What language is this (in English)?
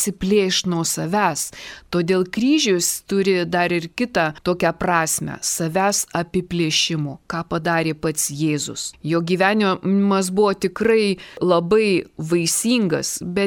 Lithuanian